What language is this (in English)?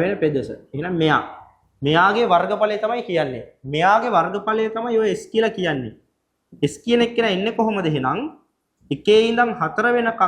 Sinhala